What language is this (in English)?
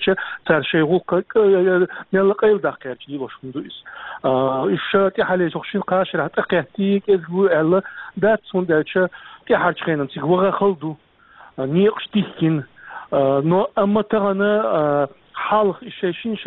Chechen